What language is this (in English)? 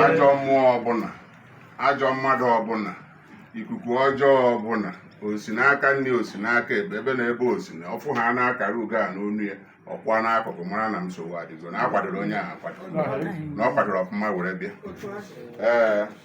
Igbo